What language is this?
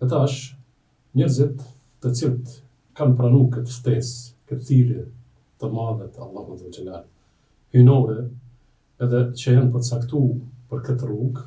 Albanian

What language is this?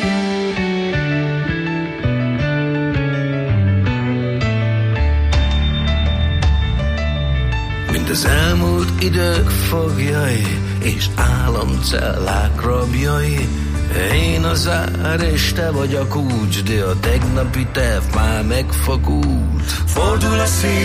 Hungarian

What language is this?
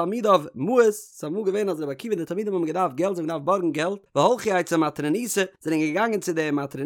Yiddish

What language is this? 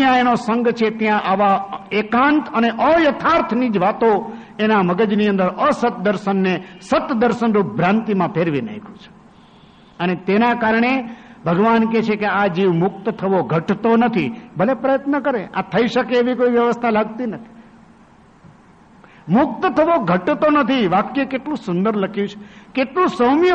Gujarati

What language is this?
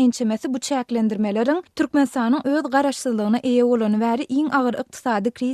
Turkmen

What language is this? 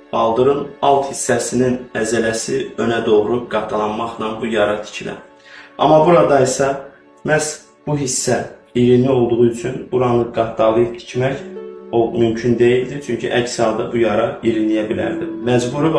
Azerbaijani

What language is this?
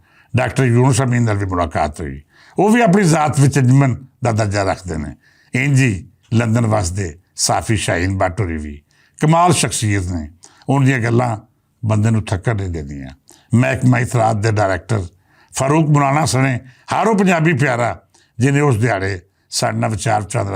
Western Panjabi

